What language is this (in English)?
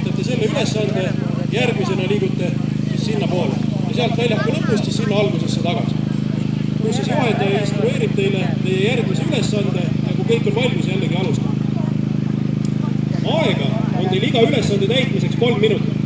Estonian